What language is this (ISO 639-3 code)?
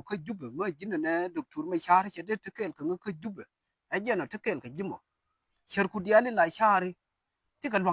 nus